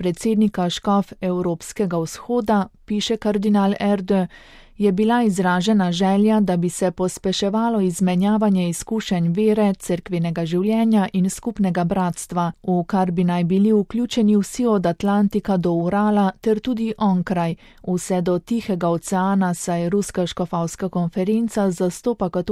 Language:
Slovenian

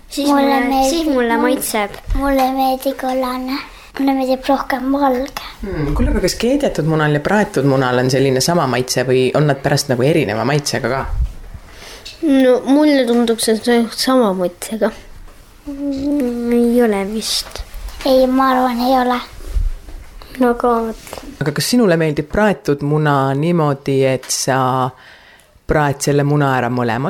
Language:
Estonian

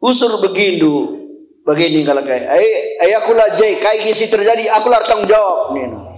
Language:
Batak Karo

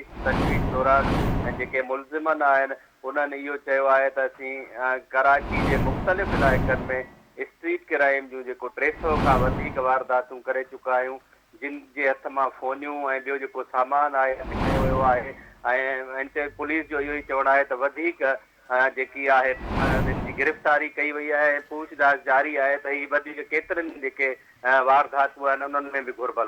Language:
Sindhi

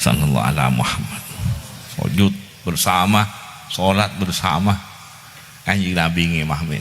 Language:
Madurese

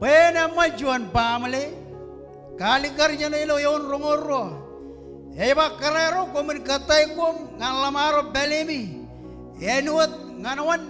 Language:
Marshallese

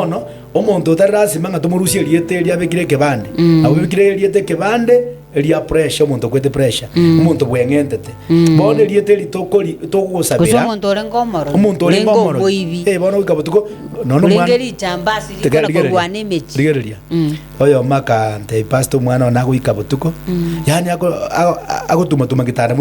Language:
Gusii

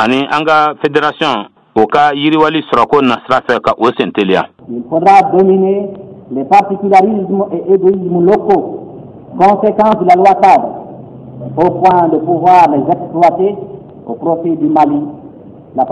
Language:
Bambara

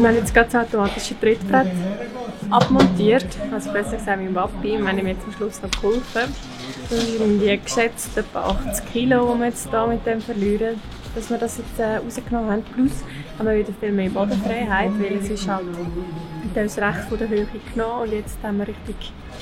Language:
Swiss German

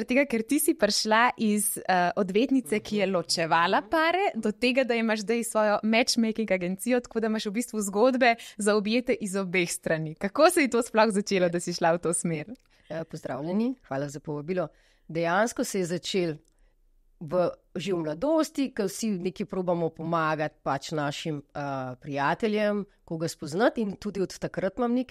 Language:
Slovenian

